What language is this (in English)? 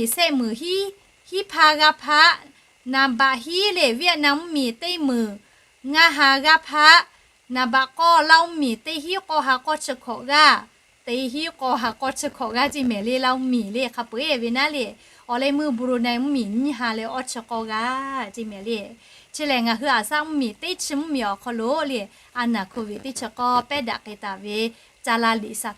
Lahu